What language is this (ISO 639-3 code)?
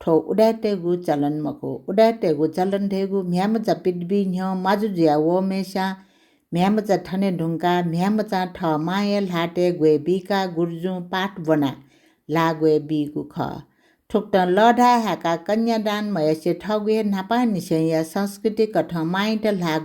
new